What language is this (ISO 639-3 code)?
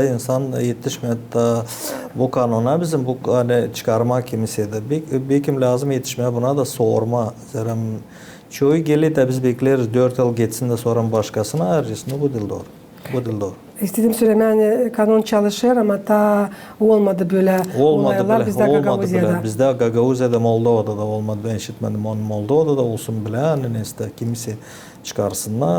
gag